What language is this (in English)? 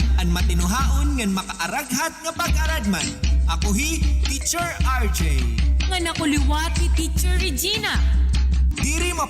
Waray